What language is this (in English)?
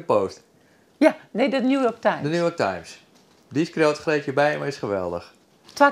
Western Frisian